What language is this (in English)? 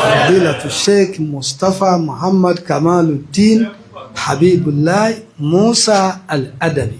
Yoruba